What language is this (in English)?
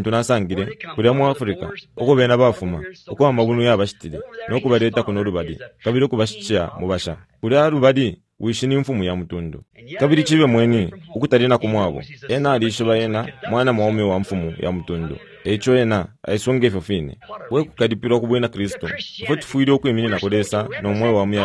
Bemba